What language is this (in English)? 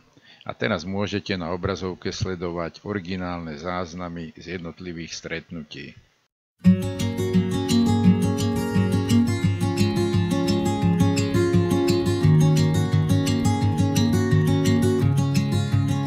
Slovak